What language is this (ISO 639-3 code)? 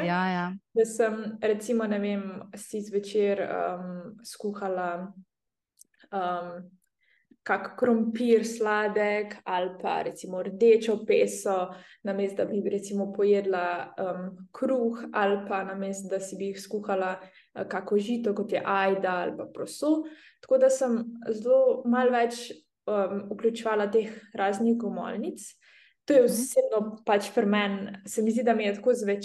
slv